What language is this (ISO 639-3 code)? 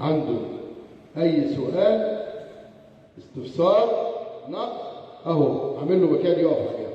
arz